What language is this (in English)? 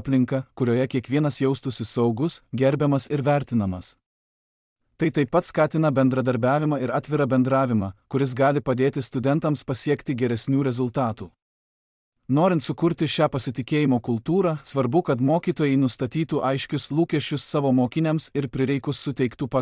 Lithuanian